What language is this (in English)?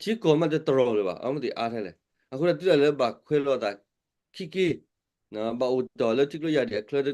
S'gaw Karen